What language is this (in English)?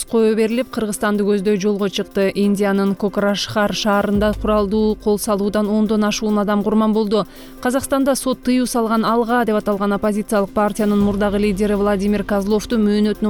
Kyrgyz